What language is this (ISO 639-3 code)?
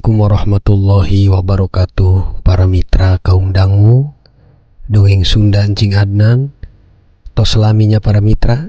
sun